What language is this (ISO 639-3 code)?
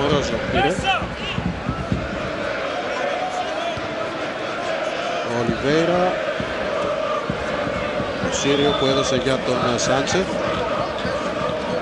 ell